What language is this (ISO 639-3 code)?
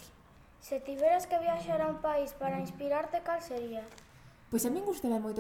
glg